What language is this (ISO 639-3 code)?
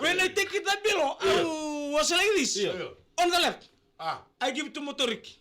fij